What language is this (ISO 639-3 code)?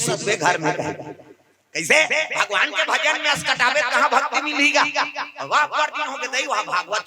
hne